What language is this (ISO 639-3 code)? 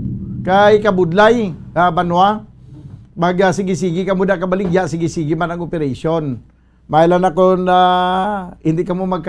hil